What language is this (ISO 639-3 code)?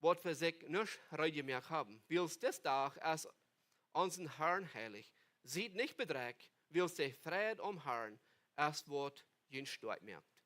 pdt